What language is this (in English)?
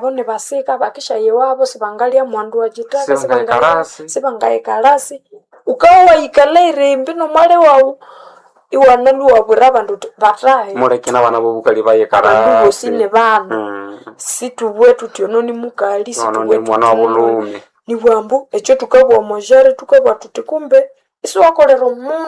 Nande